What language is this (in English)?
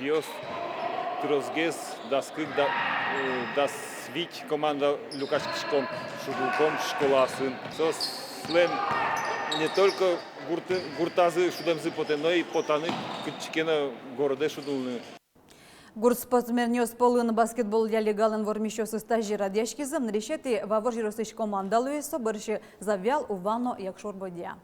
Udmurt